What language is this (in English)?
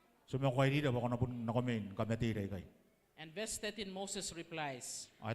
Gilbertese